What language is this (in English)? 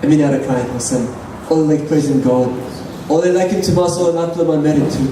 Tok Pisin